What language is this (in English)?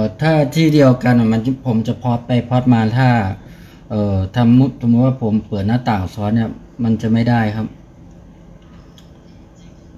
Thai